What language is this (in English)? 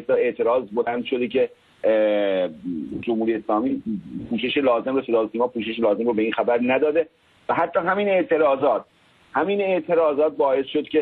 Persian